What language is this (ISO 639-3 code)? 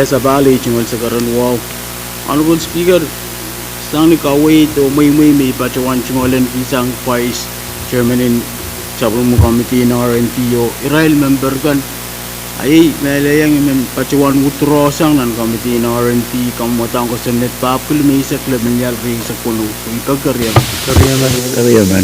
pon